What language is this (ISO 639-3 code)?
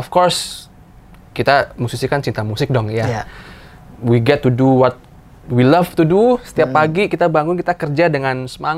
ind